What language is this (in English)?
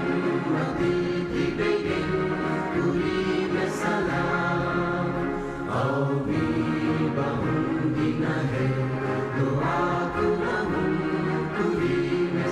Divehi